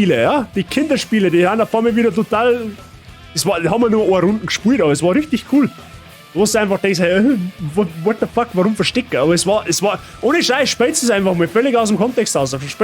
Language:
Bavarian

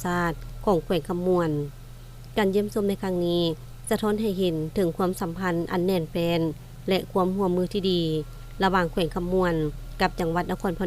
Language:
Lao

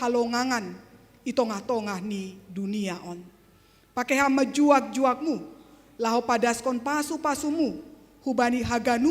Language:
Batak Simalungun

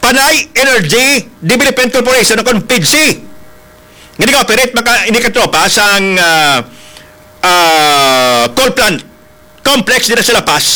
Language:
Hiligaynon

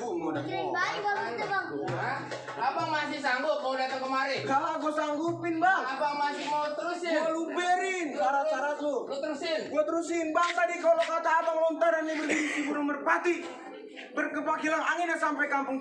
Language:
Betawi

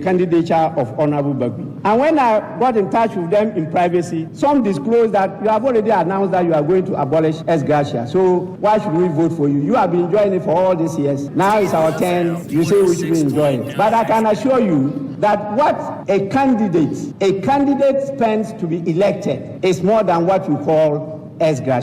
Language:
Akan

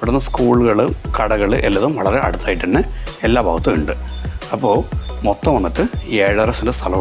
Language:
Malayalam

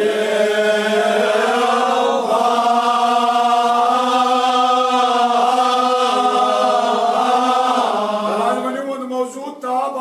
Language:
Kashmiri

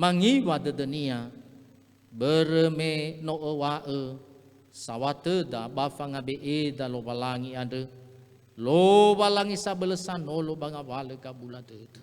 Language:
Nias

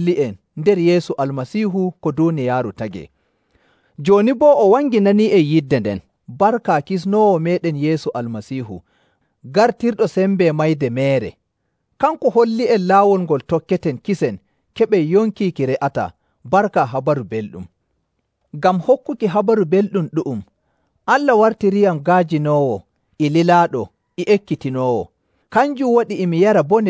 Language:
Nigerian Fulfulde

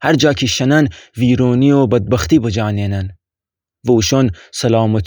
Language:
Gilaki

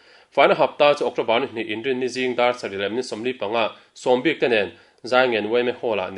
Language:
Mizo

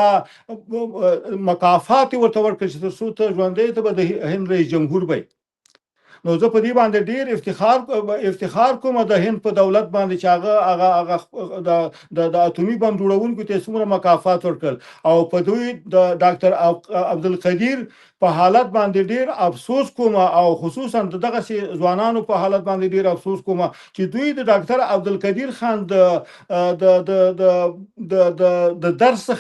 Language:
Pashto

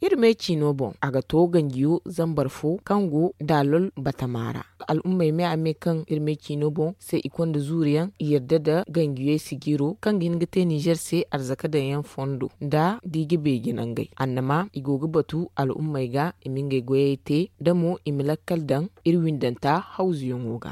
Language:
Zarma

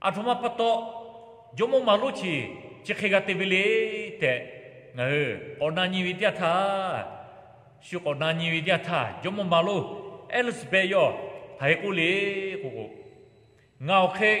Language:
Lahu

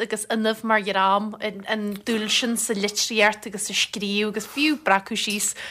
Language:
Irish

